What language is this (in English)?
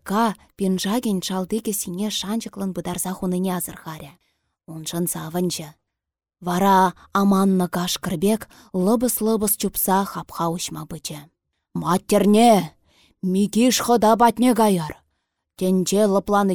Chuvash